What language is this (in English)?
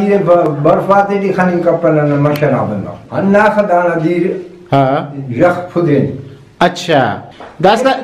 Brahui